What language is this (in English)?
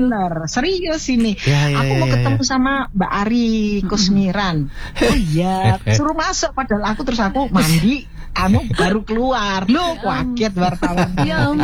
Indonesian